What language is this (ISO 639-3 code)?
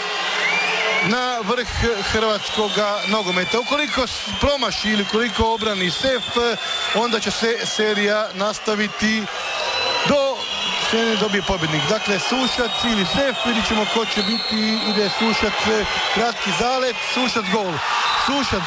hrv